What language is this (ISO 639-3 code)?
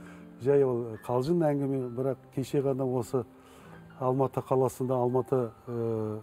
kaz